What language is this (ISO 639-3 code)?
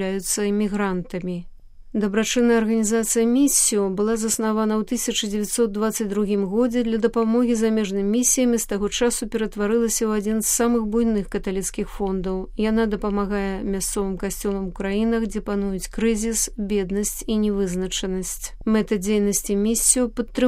bel